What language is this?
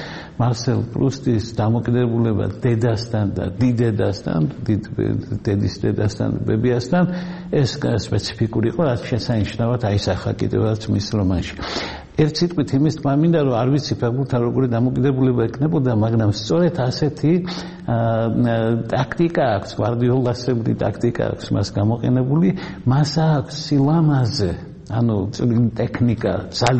Georgian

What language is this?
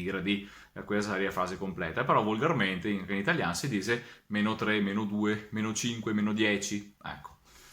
Venetian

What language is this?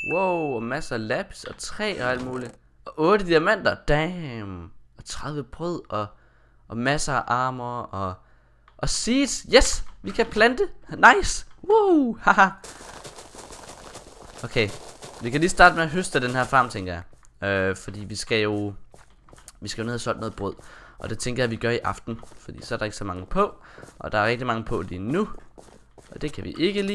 Danish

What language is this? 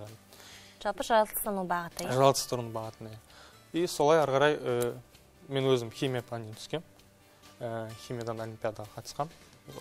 Kazakh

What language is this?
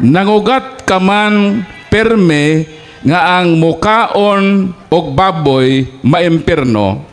Cebuano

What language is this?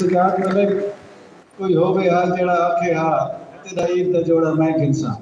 Saraiki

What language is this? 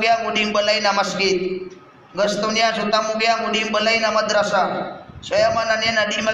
Maranao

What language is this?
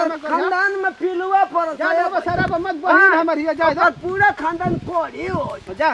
Bhojpuri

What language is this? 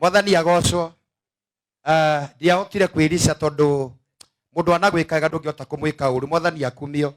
Kikuyu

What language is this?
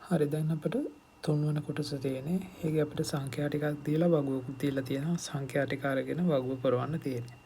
Sinhala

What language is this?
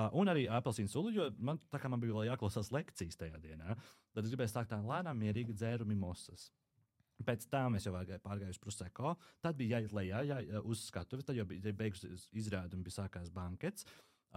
Latvian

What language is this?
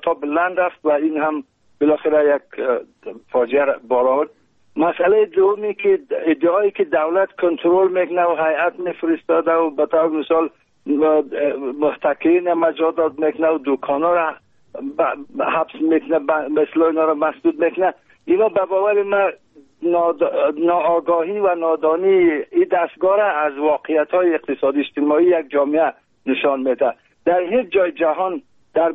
Persian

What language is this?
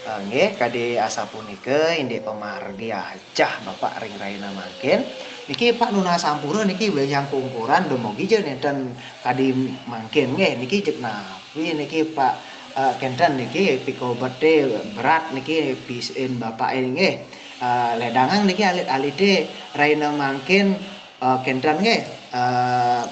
Balinese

